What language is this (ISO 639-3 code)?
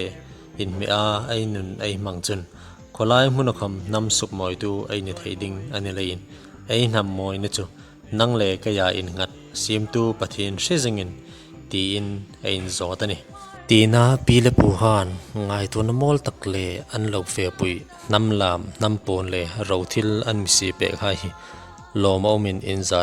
hmr